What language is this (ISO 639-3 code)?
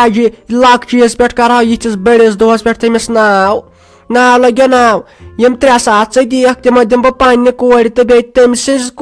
kas